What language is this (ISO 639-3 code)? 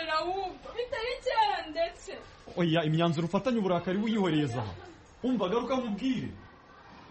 kin